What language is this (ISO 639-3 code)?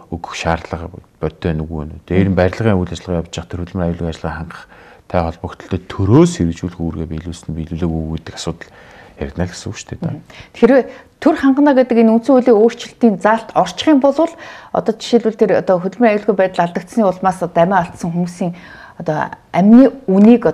mon